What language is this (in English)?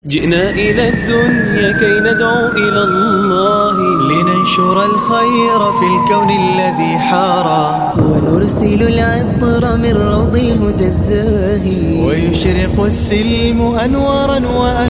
Arabic